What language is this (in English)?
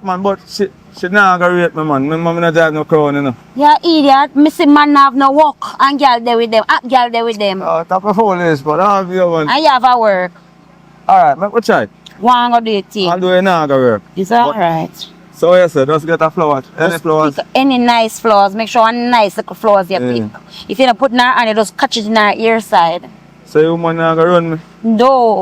Jamaican Creole English